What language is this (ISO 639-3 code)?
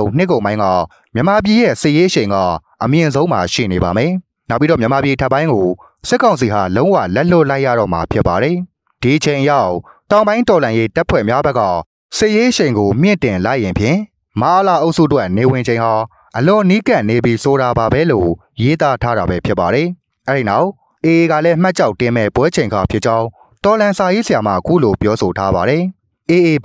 mya